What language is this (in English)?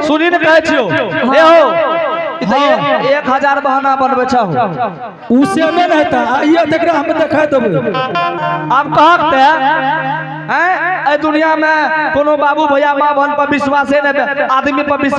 Angika